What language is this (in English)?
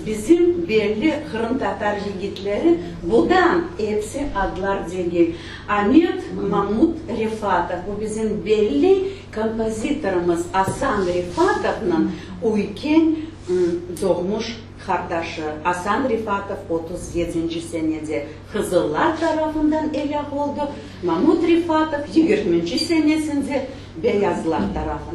Crimean Tatar